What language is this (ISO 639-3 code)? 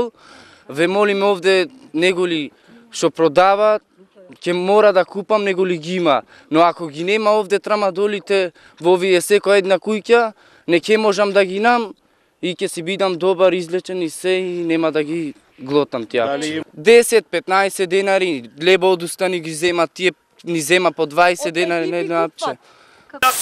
mkd